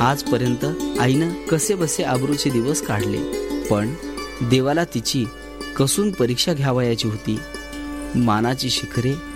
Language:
Marathi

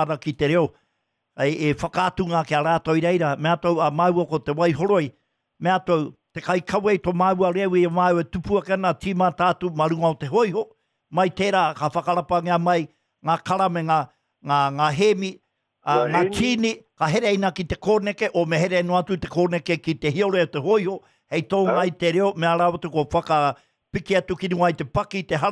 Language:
Māori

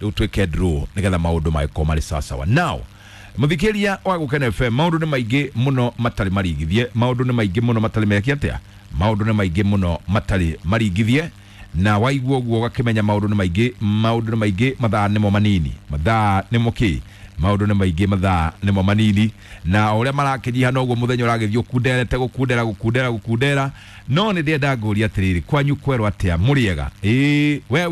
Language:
Kikuyu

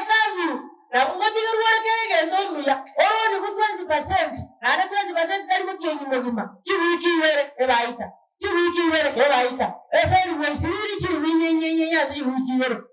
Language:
Gusii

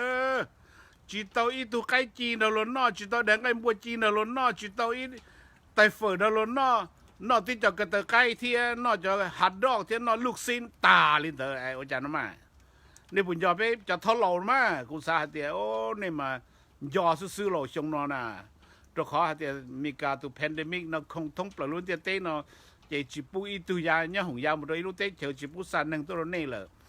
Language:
Hmong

